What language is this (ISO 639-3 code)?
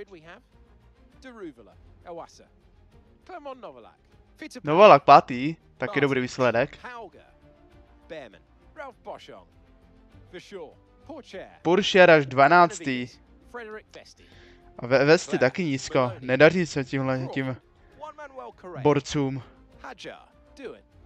ces